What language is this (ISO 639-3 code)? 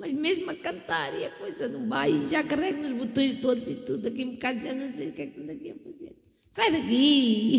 por